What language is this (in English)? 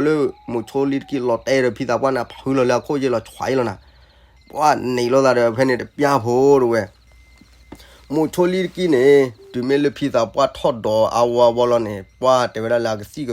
S'gaw Karen